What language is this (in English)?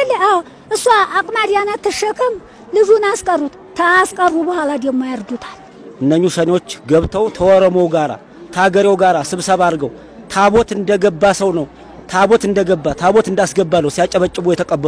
Amharic